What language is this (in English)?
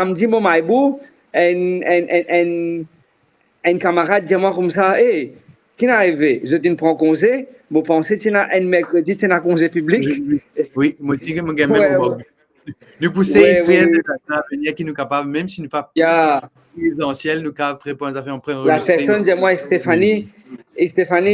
Morisyen